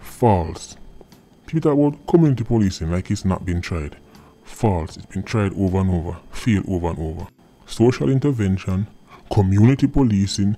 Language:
Jamaican Creole English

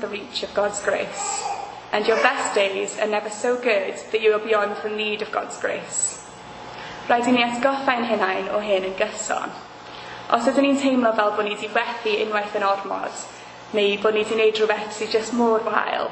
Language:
Welsh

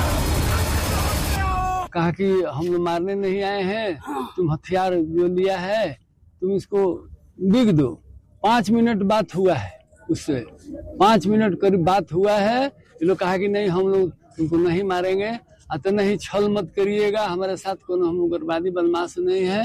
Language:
Hindi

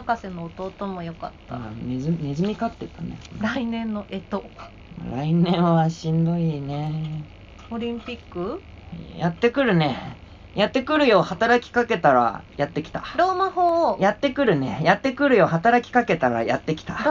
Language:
Japanese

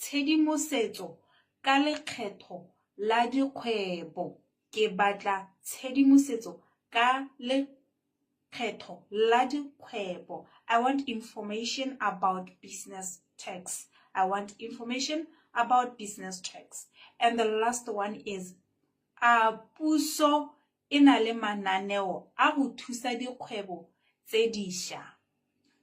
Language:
Tswana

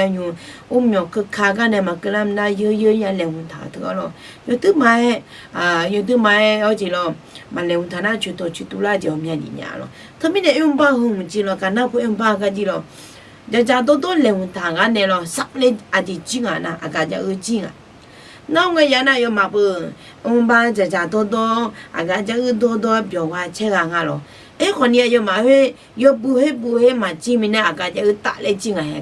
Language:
Akha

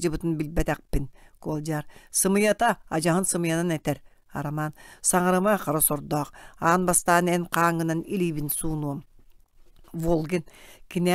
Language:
Yakut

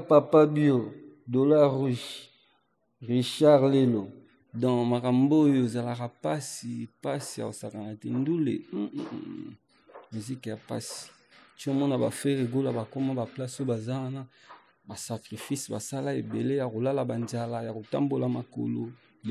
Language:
Lingala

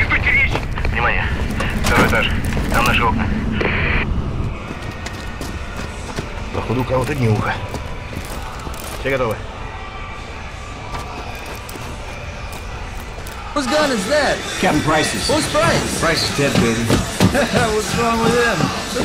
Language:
Russian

